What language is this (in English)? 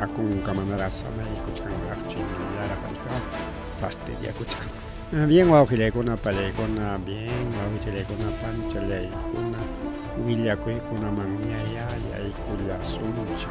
Ayacucho Quechua